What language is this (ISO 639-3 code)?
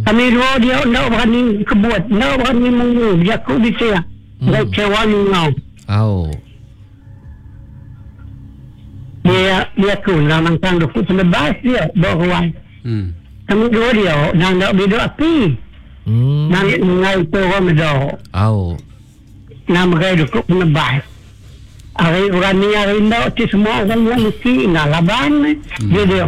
iba